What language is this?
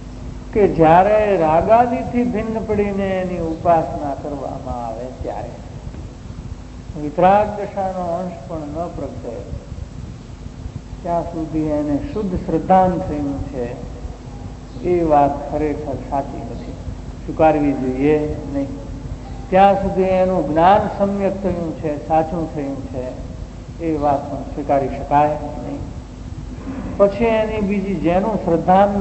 Gujarati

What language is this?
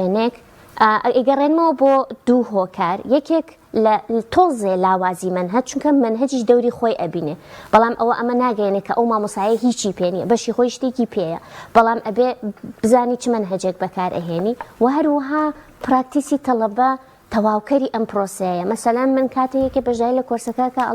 Central Kurdish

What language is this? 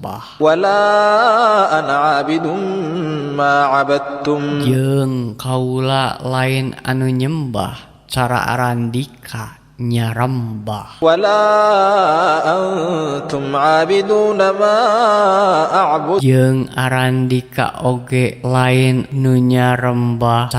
Sundanese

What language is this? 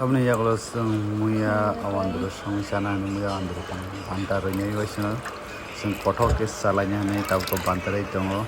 Kok Borok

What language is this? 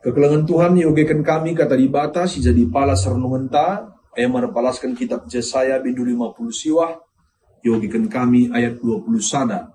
Batak Karo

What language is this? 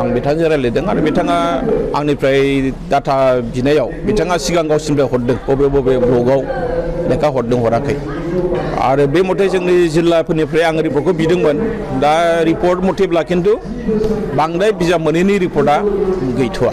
Bodo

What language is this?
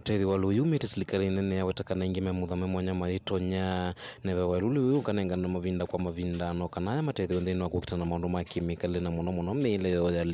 Kamba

